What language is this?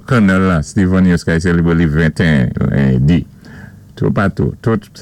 Saint Lucian Creole French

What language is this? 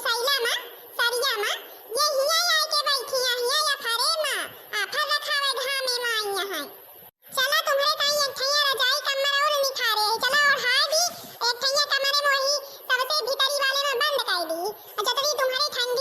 Awadhi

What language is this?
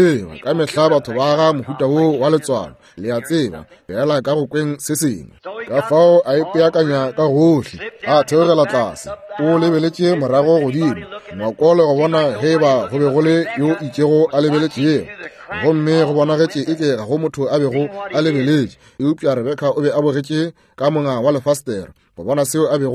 Northern Sotho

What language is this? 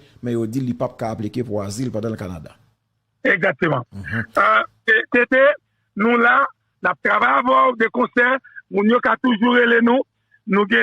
Haitian Creole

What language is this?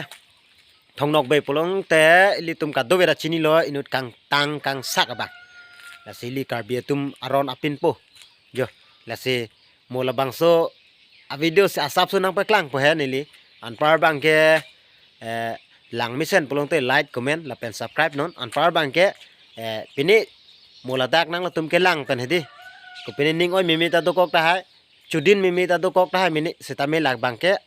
Karbi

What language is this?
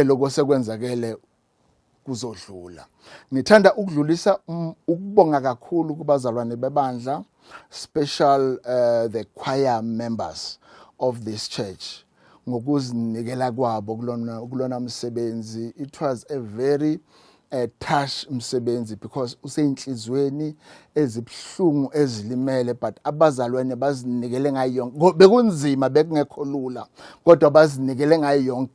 Zulu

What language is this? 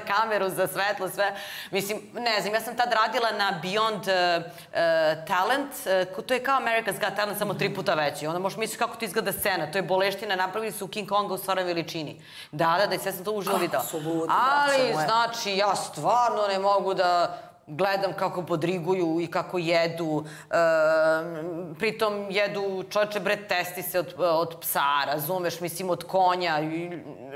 Serbian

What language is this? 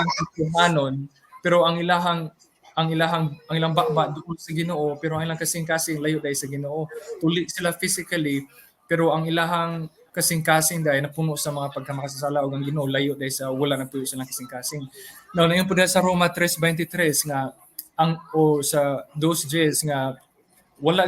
Cebuano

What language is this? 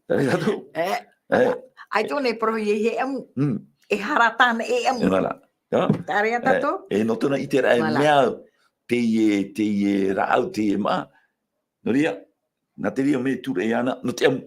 Tahitian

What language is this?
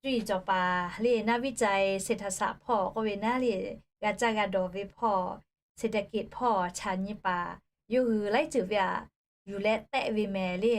Lahu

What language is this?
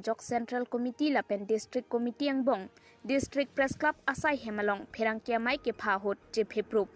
Karbi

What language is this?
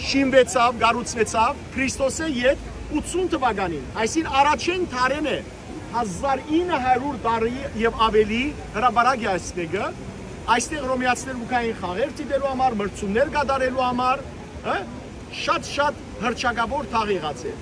Western Armenian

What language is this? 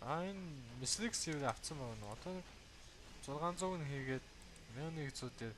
Mongolian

